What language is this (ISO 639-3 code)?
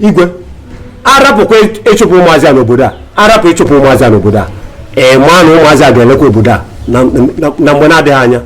ibo